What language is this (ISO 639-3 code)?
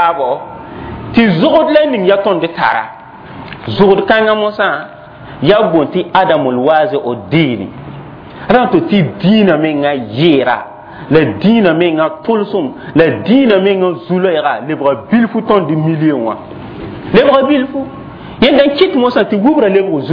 mos